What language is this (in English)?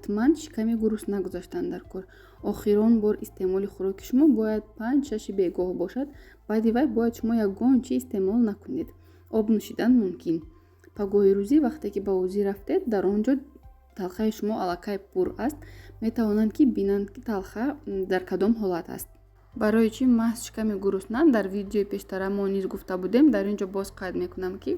Tajik